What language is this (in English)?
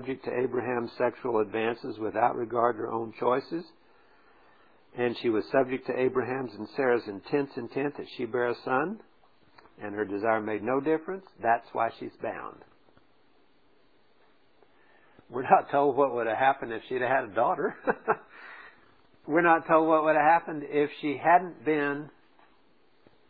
English